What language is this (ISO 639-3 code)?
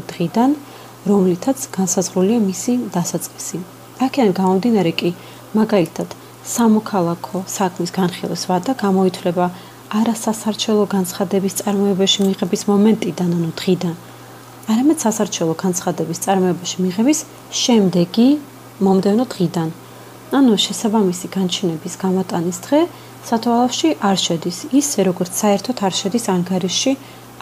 kat